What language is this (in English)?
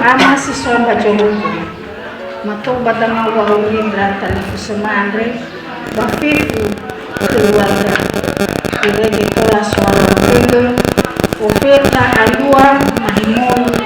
Nias